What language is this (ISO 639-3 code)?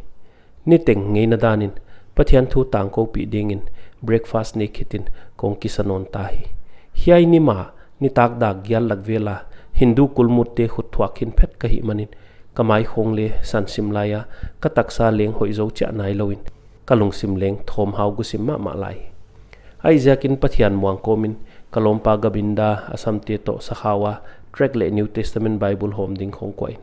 pck